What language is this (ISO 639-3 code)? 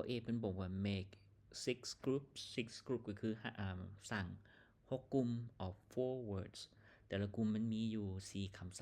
lao